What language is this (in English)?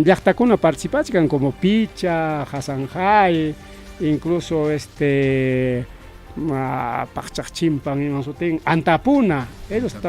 Ayacucho Quechua